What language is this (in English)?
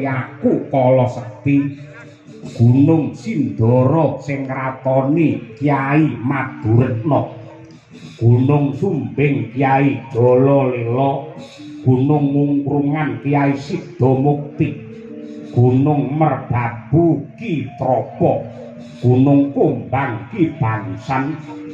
Javanese